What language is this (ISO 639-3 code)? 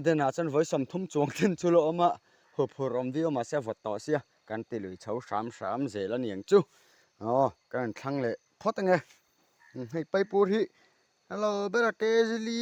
lus